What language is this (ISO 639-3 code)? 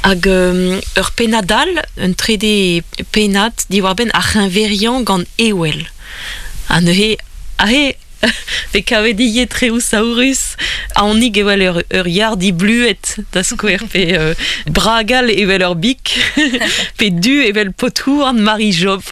bre